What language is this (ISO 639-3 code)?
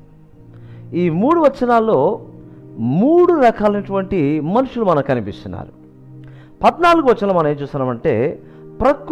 tel